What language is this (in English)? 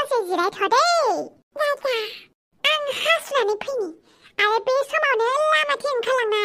Bodo